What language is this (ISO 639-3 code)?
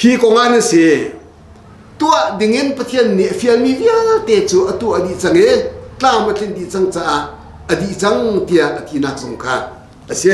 cnh